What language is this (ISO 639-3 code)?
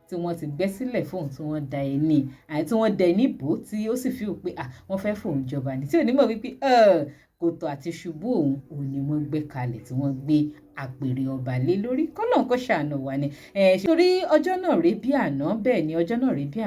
yor